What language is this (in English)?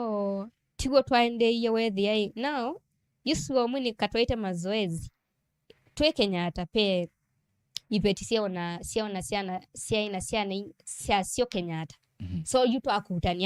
Kamba